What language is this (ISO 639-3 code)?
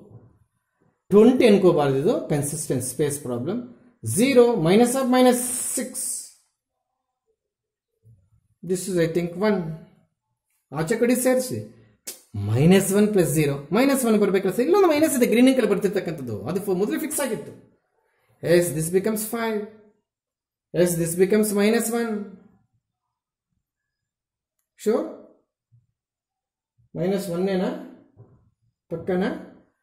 kan